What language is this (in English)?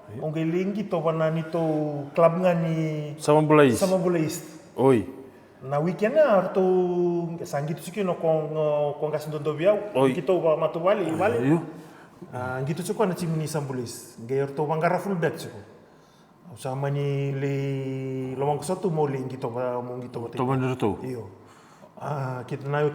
Fijian